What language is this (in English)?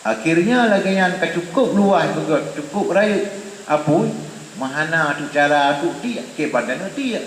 Achinese